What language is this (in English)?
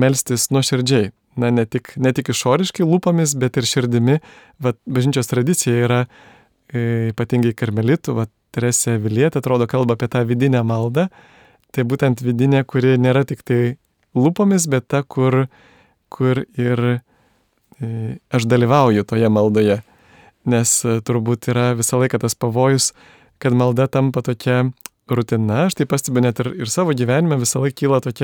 Lithuanian